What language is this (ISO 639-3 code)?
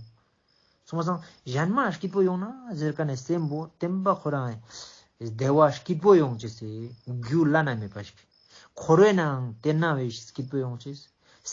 lbj